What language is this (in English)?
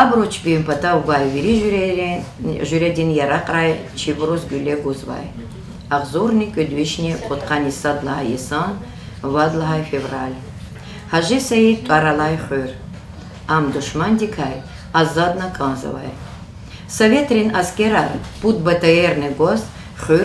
Lezghian